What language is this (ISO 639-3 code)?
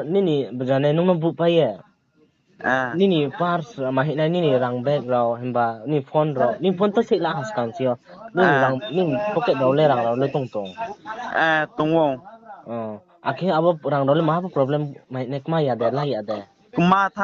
ria